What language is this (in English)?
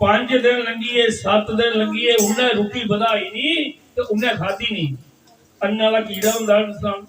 Dogri